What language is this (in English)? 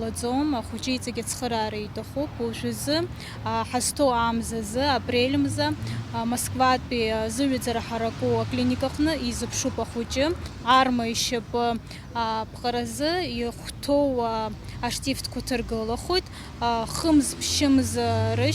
Abkhazian